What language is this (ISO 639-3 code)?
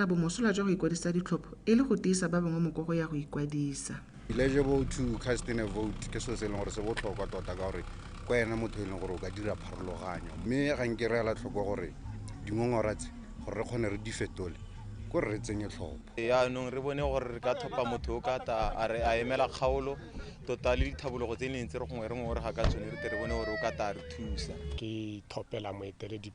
tsn